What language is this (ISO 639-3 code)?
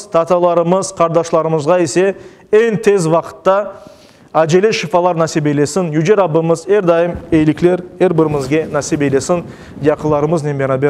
crh